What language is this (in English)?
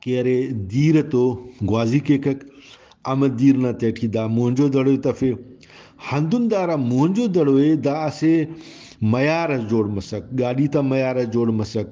Brahui